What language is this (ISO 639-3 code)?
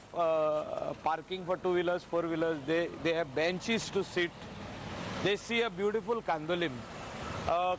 kok